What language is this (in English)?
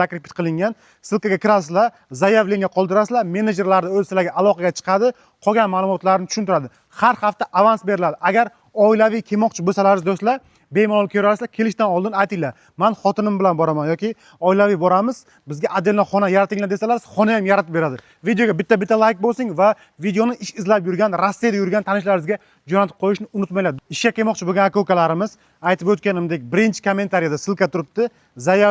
Uzbek